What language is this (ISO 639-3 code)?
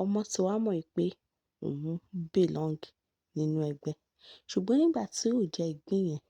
yor